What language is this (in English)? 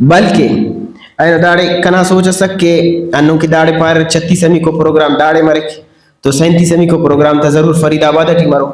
Brahui